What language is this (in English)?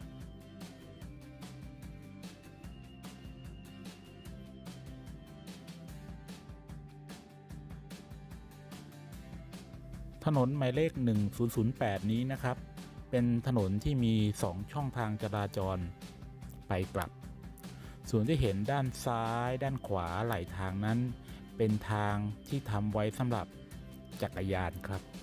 Thai